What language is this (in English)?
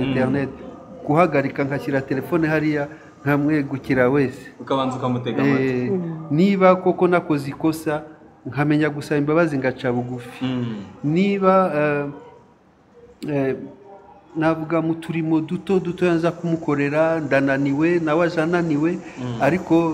Kinyarwanda